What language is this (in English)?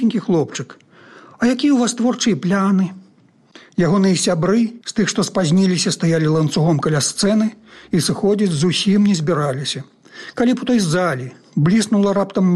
Belarusian